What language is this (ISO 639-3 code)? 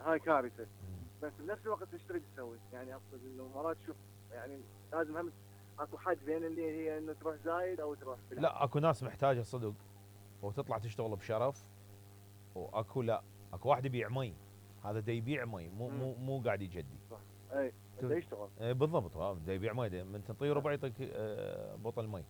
acm